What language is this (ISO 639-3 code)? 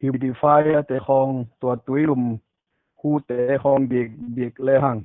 ctd